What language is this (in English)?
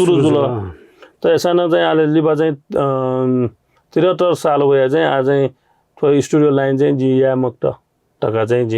Newari